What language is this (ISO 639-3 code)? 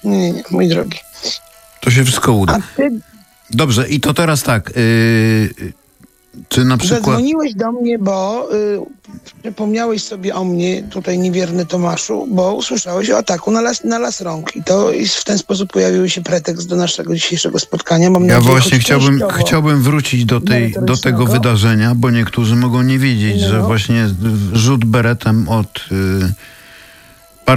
pol